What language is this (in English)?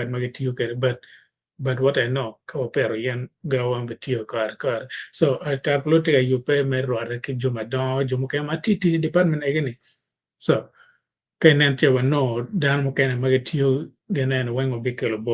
Acoli